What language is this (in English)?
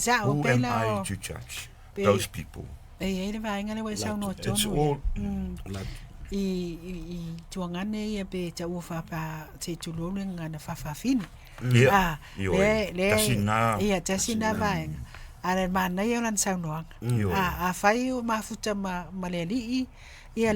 Samoan